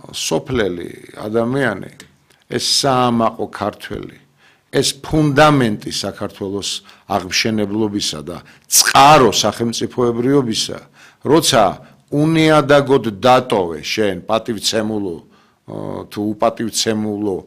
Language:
Georgian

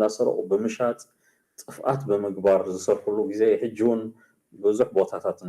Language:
Tigrinya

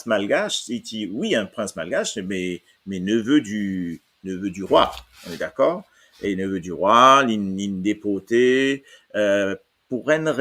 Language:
Morisyen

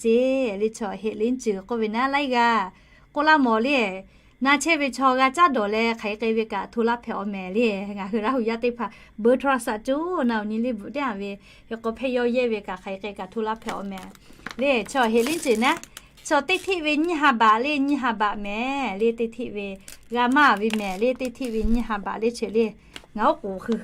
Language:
Lahu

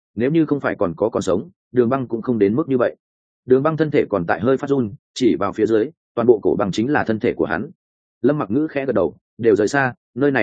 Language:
Vietnamese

